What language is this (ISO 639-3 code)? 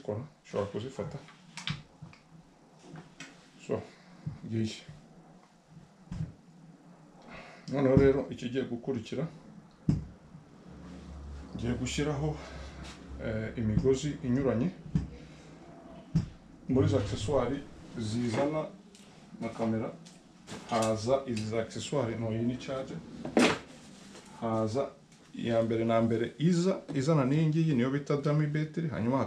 kin